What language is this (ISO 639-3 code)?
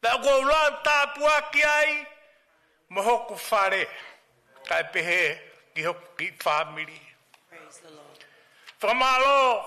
ton